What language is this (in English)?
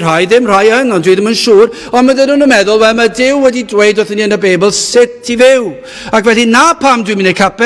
Welsh